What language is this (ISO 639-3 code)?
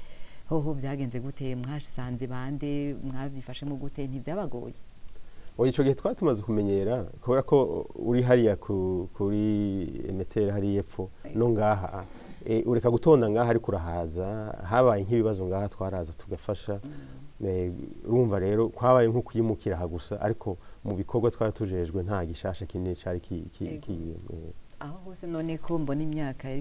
run